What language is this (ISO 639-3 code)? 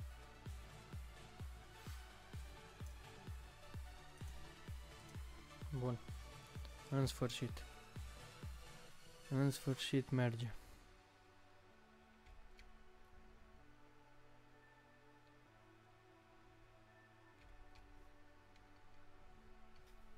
ron